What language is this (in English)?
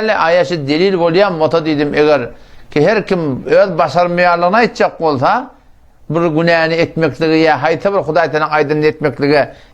Turkmen